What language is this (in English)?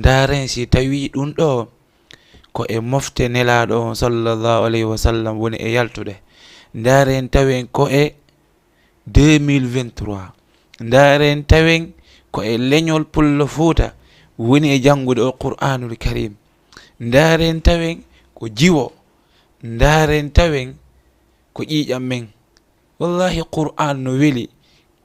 Fula